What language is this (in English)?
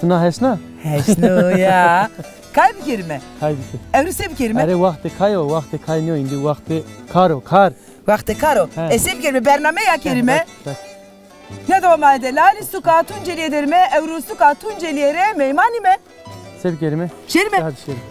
Zaza